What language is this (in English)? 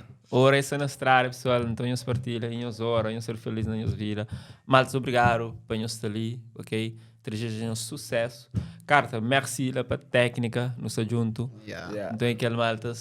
Kabuverdianu